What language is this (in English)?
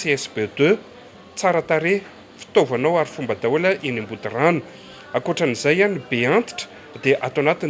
Malagasy